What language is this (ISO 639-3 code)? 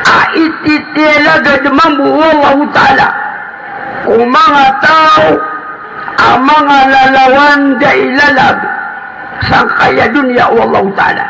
mrw